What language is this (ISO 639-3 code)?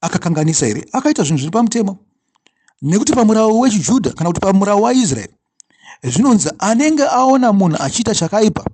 sna